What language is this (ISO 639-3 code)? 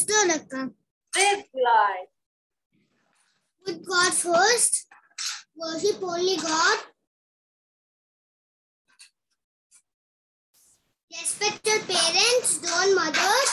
tel